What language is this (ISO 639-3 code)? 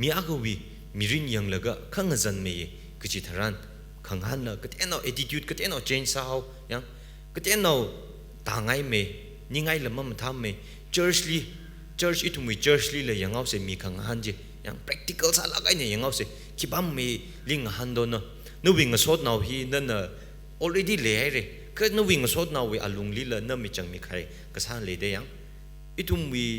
nmf